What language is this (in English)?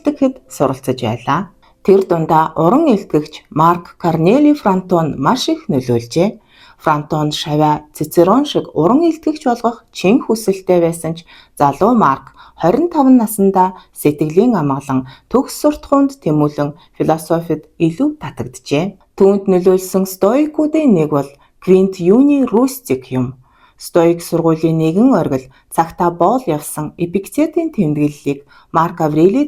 Mongolian